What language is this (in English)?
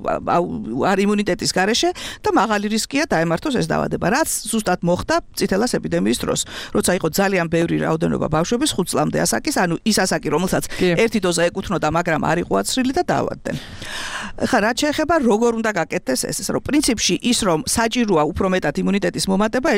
Georgian